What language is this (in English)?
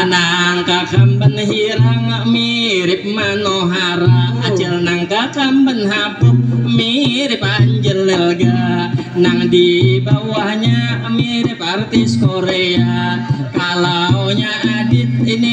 Banjar